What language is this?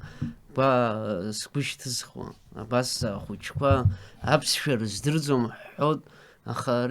Abkhazian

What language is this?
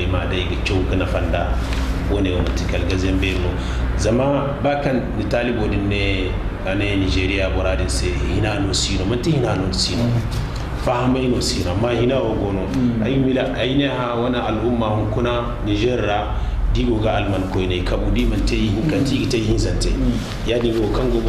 Zarma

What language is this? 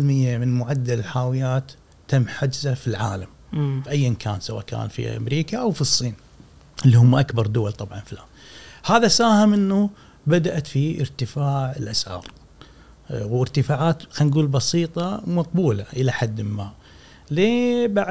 Gulf Arabic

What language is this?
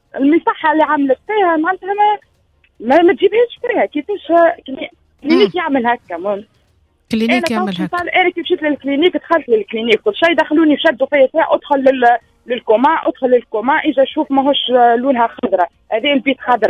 Tunisian Arabic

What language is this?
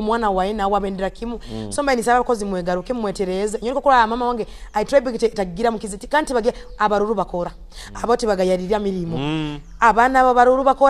Tooro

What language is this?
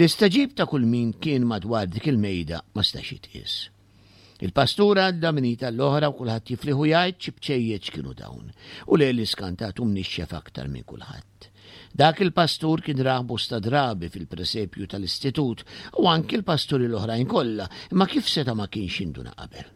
Maltese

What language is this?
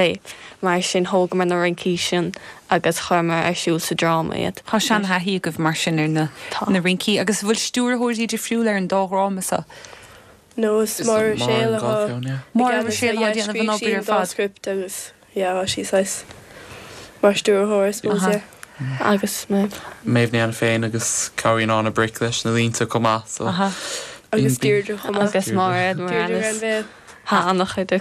Irish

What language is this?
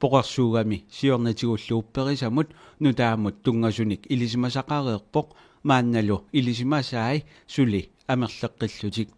Kalaallisut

